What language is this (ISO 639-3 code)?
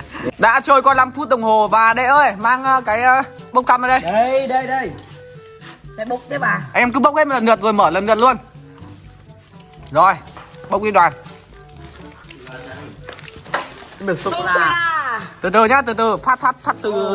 vie